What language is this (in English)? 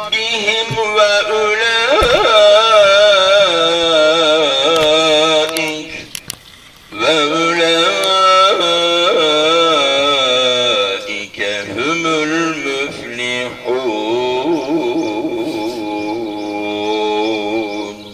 Arabic